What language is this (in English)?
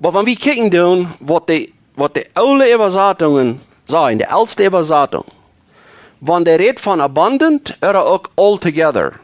Plautdietsch